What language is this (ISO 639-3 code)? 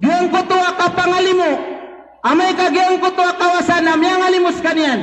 mrw